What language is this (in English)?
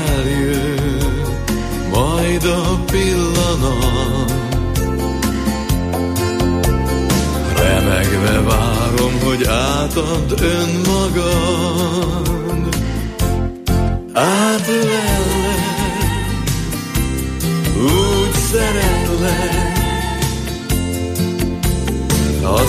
Hungarian